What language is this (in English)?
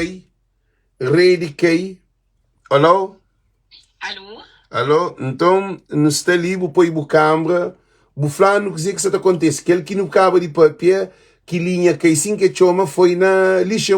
Kabuverdianu